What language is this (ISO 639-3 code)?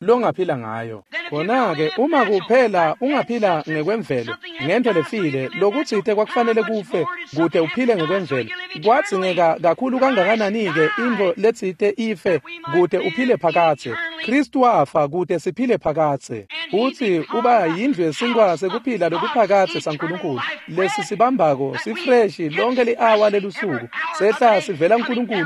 ssw